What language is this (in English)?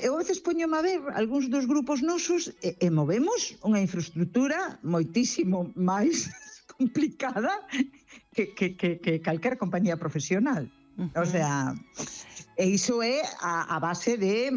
Galician